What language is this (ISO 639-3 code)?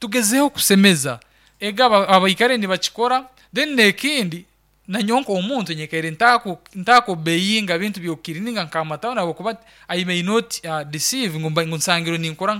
nyn